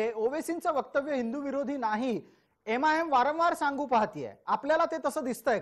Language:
Marathi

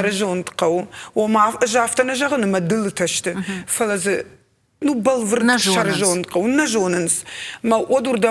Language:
Ossetic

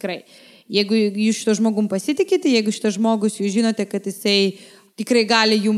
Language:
Lithuanian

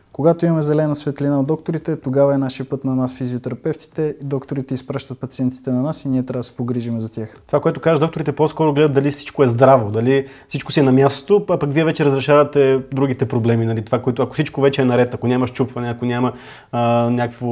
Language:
Bulgarian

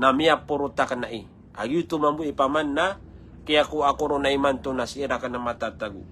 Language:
Maranao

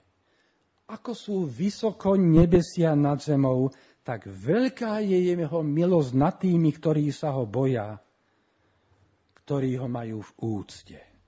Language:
Slovak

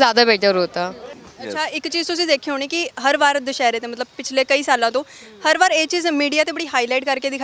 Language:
Punjabi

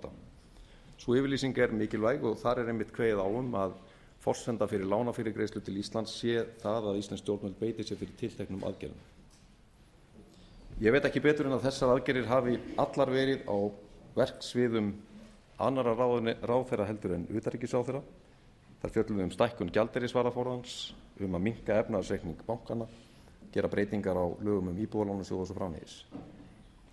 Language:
Icelandic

